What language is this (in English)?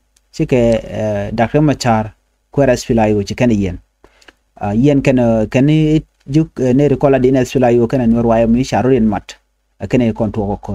Nuer